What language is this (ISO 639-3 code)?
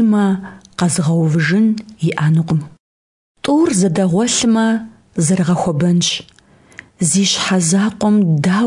kbd